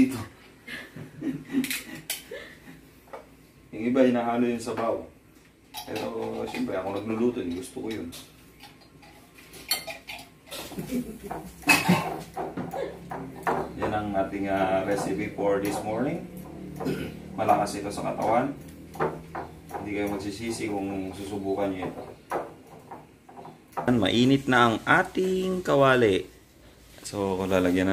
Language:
Filipino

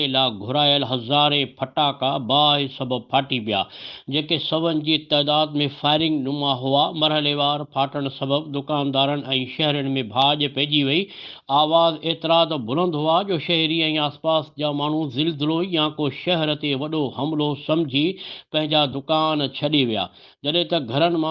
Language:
Sindhi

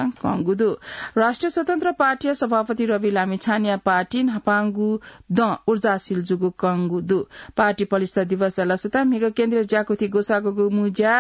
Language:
Newari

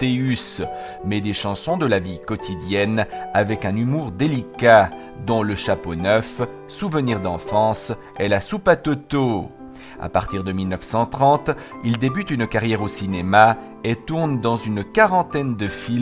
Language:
French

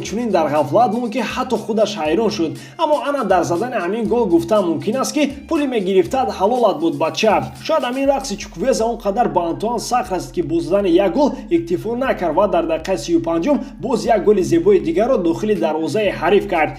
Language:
Tajik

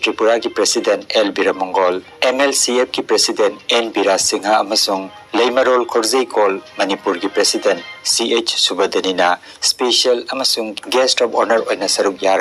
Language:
Manipuri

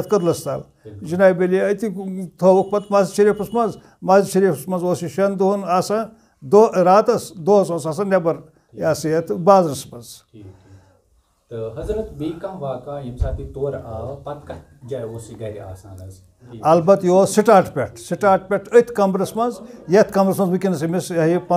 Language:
Kashmiri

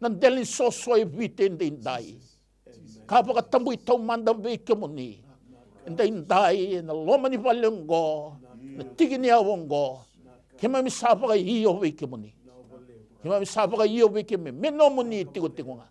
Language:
Fijian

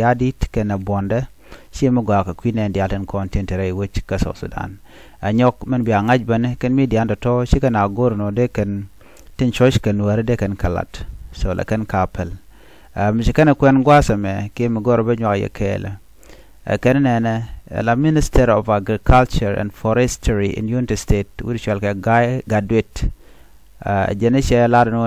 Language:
Nuer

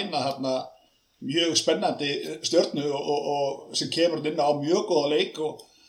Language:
Icelandic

